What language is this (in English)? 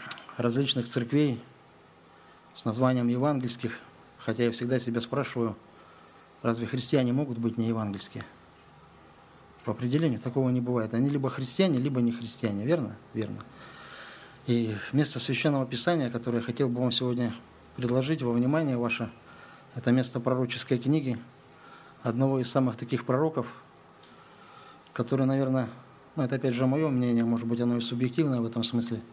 Russian